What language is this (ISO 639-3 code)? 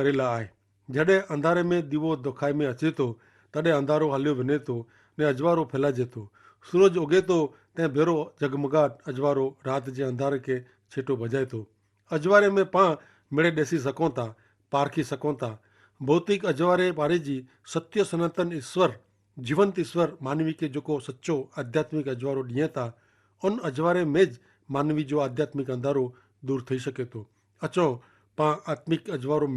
kfr